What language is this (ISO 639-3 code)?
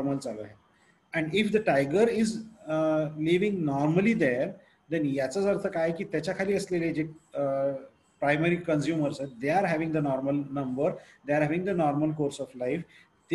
mar